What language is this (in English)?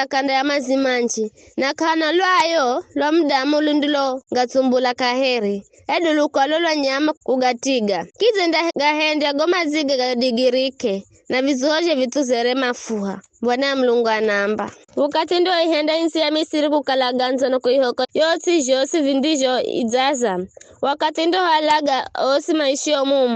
Giryama